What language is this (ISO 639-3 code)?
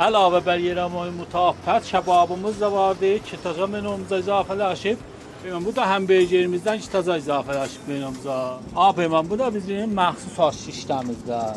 azb